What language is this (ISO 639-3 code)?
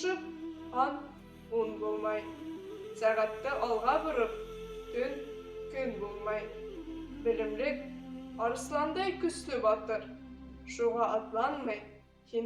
bak